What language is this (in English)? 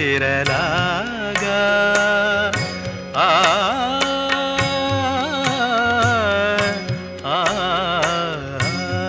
Kannada